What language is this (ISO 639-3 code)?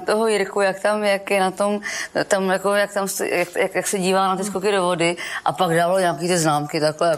ces